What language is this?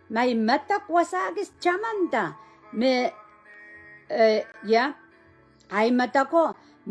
Pohnpeian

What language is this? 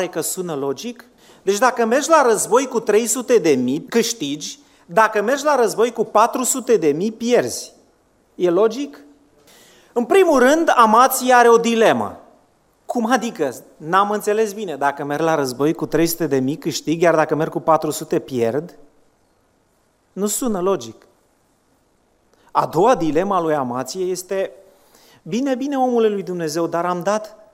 Romanian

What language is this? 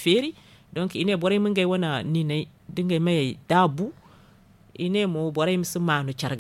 Zarma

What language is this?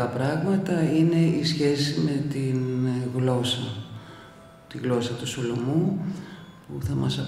Greek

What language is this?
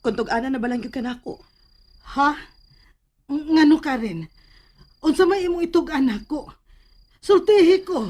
Cebuano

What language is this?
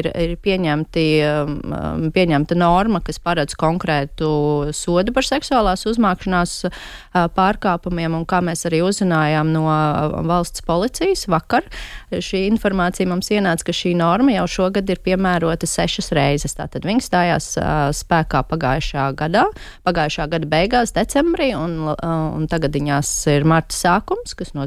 Latvian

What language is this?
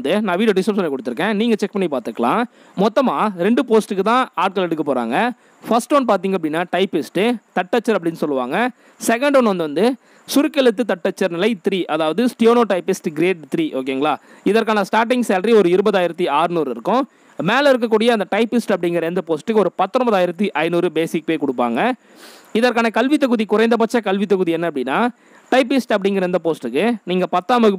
Tamil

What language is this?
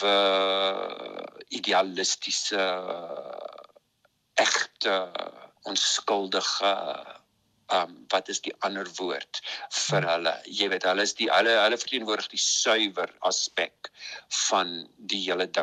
Afrikaans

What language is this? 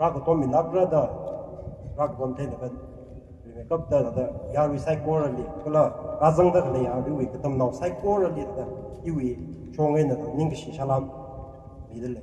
Tangkhul Naga (India)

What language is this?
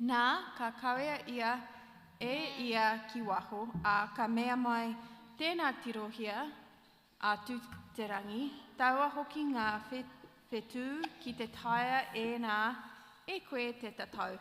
Māori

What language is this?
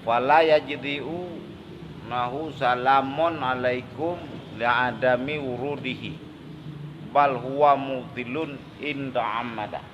Achinese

